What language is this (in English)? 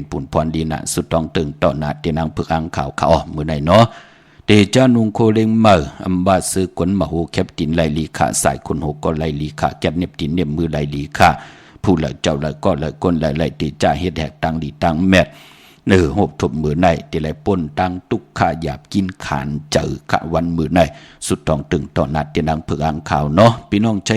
Shan